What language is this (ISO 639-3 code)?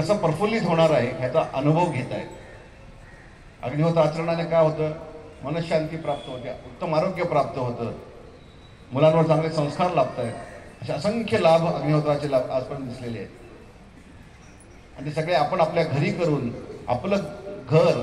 mar